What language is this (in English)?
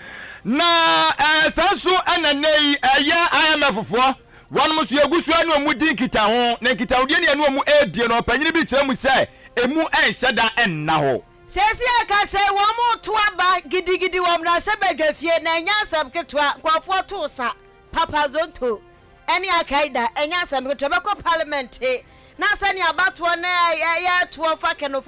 Akan